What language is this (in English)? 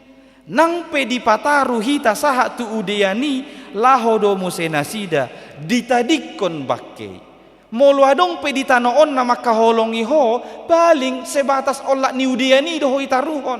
Batak Toba